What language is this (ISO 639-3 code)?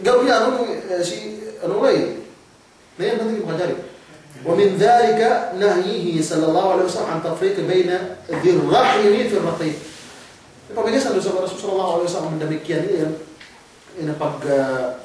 yka